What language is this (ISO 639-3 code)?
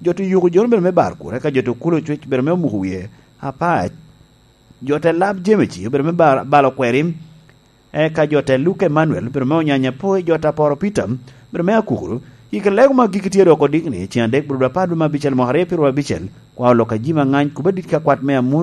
laj